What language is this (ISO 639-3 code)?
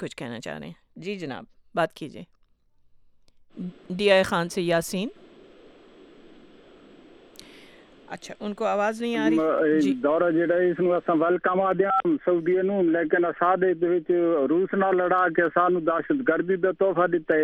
urd